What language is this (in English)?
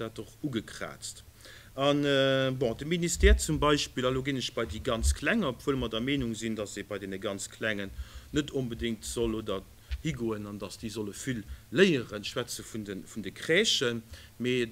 Luxembourgish